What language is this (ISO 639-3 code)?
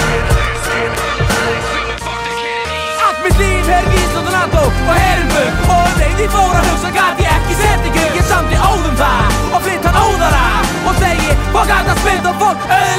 isl